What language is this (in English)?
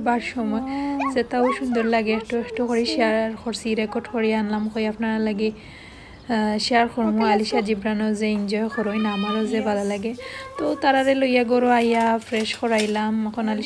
Sylheti